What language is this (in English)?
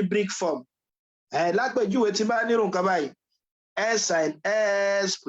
Yoruba